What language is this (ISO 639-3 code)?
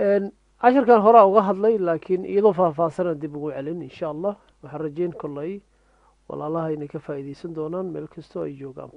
som